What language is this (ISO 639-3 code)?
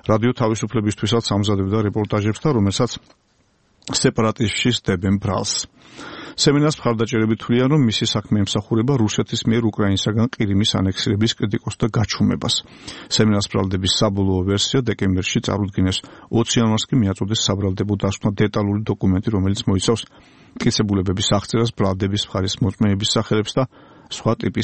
kat